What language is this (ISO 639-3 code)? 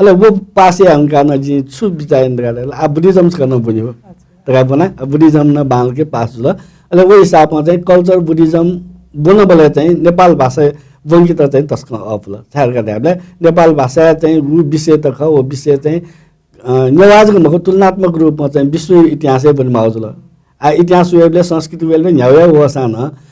new